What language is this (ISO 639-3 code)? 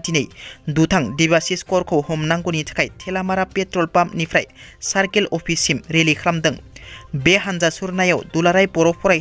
brx